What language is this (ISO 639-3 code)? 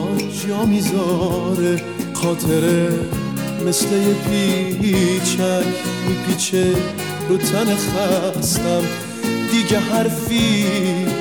fas